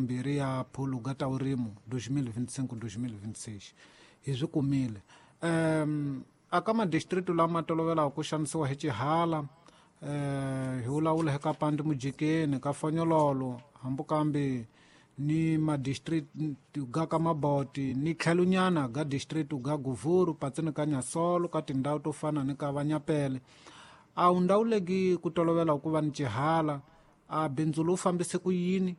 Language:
Tsonga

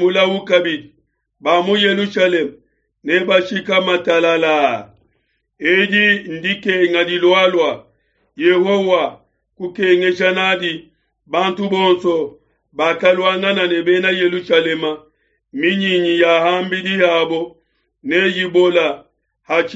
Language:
Luba-Lulua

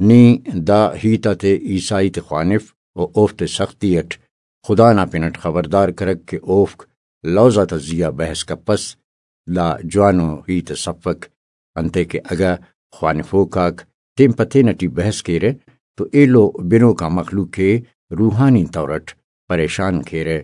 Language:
Brahui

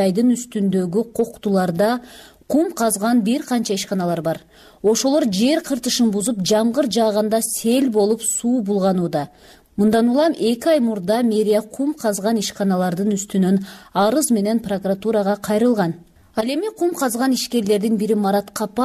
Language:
Kyrgyz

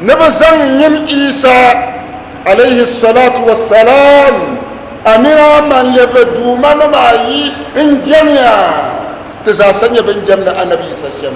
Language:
Dagbani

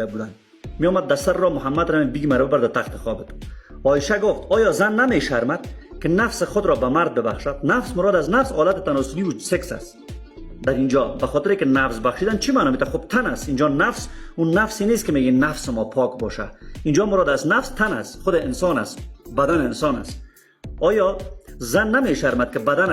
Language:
Persian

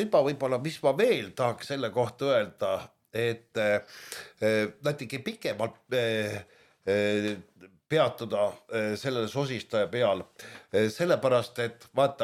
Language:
Estonian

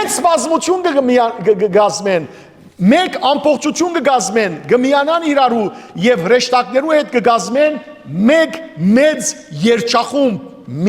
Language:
Western Armenian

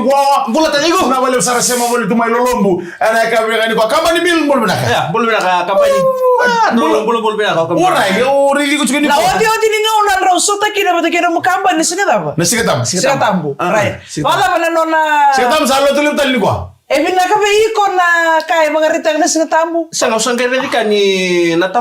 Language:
Fijian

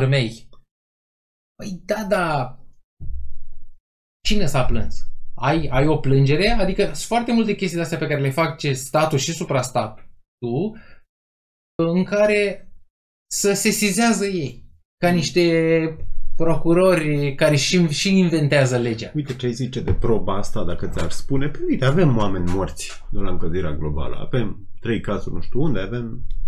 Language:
Romanian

